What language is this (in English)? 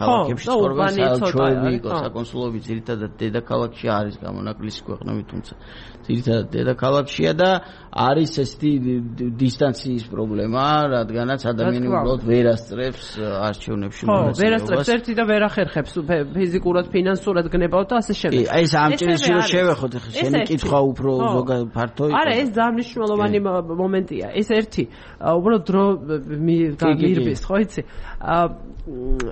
Georgian